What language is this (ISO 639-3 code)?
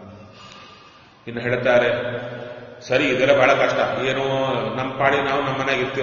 kan